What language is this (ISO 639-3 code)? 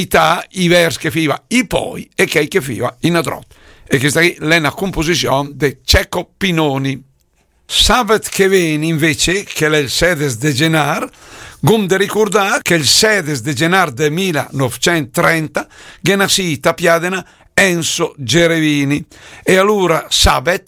lmo